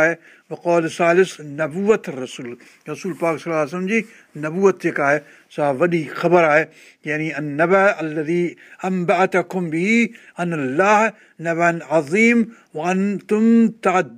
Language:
Sindhi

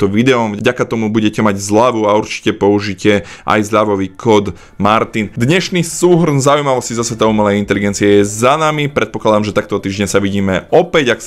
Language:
Slovak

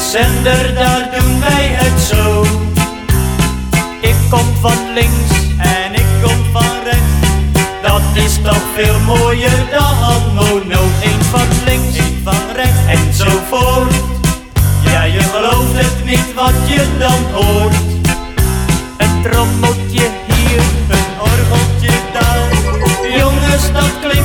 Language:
Dutch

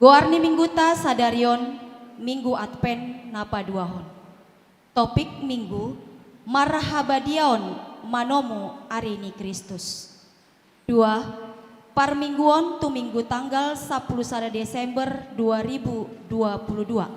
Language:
Batak Toba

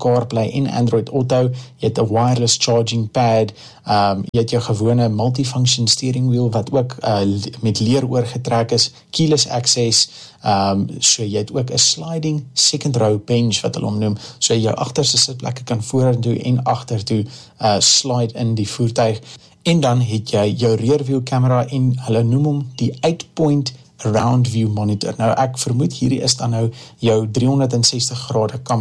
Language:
Afrikaans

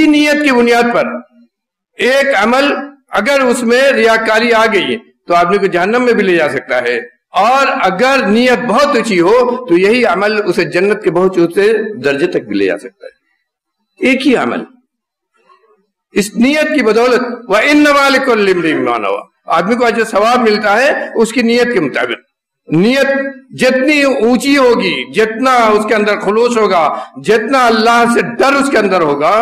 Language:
Urdu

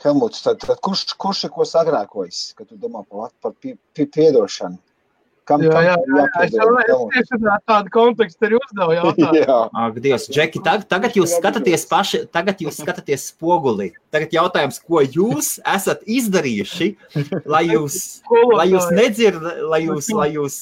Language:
Latvian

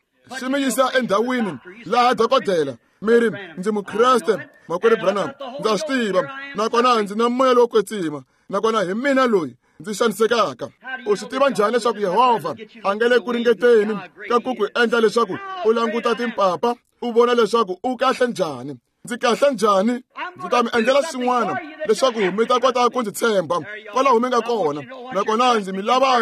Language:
Tsonga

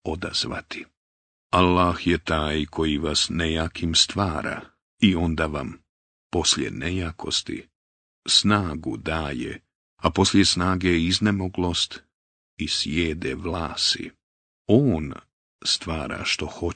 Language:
Bosnian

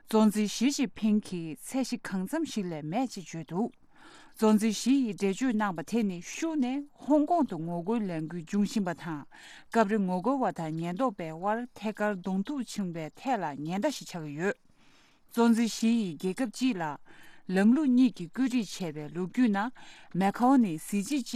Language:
Tibetan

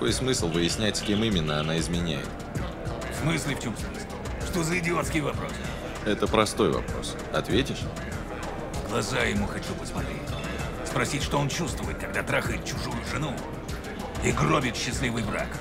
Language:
Russian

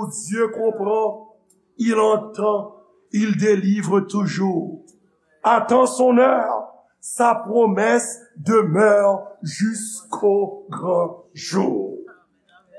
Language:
Haitian Creole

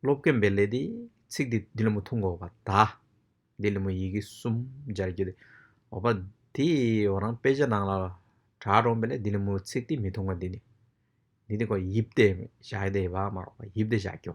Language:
Tibetan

